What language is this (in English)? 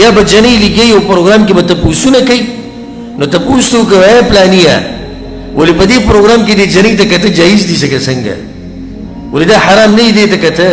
Pashto